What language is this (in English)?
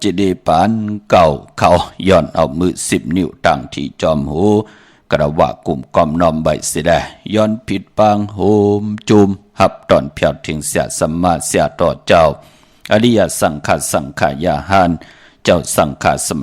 Shan